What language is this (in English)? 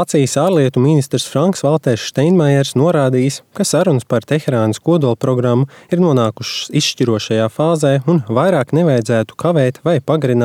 Latvian